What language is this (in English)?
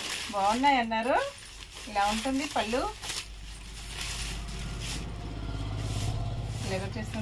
Telugu